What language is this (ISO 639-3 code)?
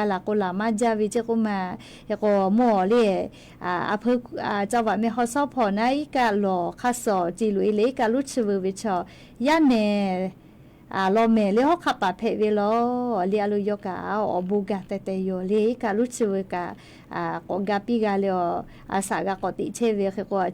lhu